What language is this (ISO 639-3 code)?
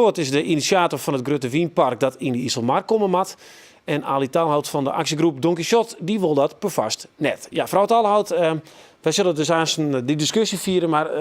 fry